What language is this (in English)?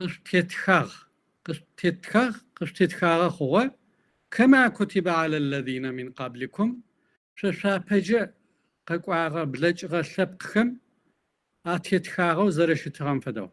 Kabardian